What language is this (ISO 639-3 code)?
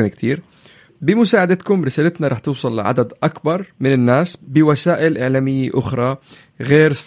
apc